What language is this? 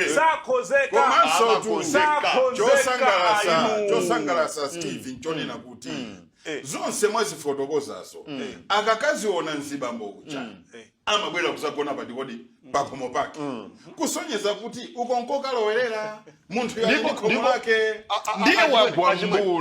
Nyanja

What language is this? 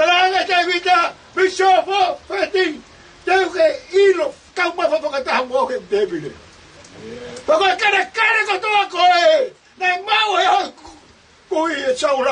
Tongan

